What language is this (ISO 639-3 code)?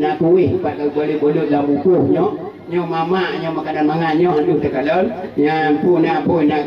ace